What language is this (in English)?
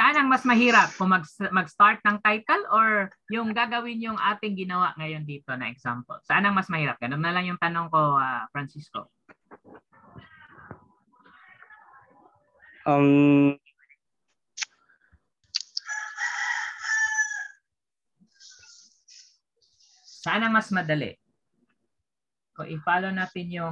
Filipino